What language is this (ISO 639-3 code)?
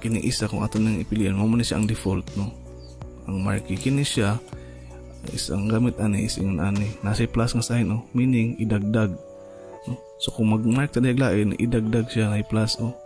ceb